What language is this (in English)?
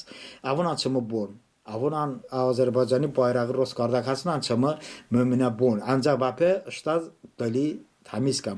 Talysh